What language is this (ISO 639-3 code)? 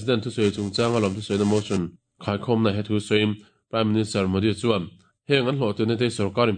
lus